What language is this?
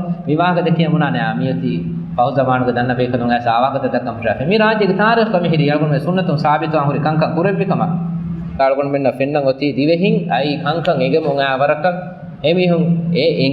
Divehi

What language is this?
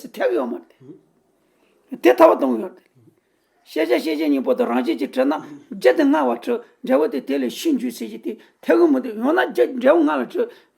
Tibetan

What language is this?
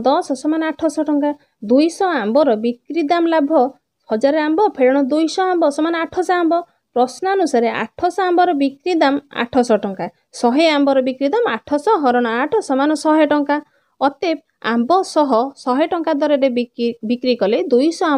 Odia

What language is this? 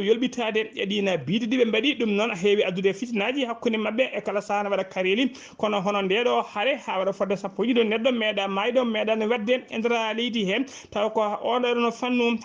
Fula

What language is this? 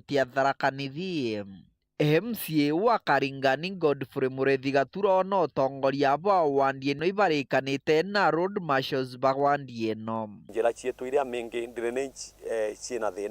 Meru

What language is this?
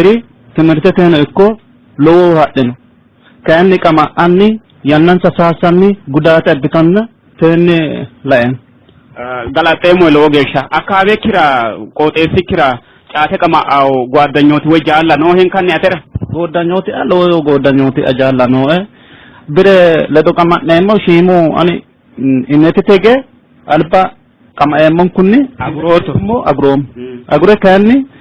Sidamo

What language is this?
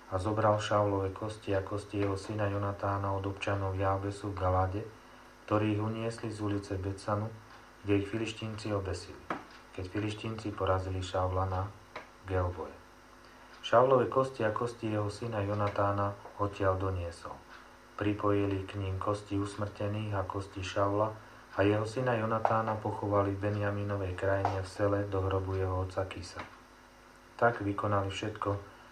Slovak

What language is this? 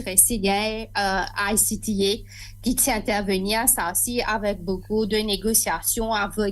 Morisyen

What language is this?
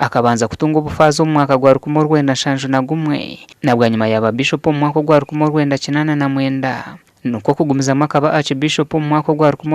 Nyankole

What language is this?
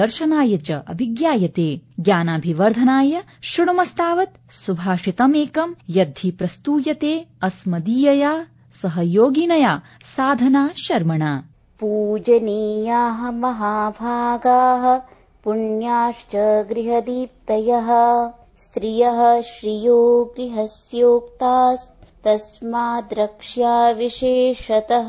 Sanskrit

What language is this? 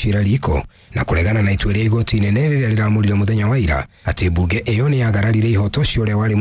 Kikuyu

